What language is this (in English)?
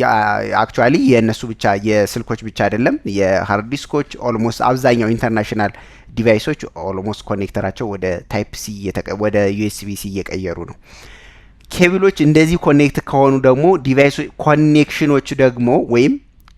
Amharic